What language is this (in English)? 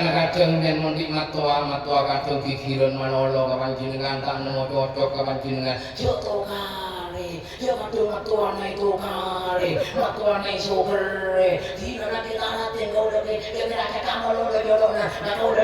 Madurese